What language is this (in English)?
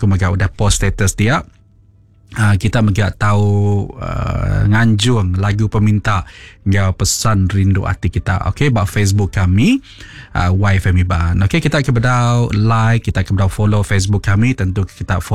Iban